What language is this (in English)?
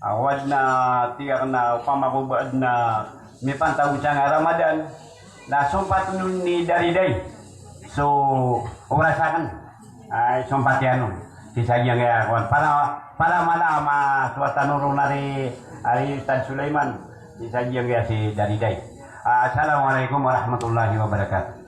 Maranao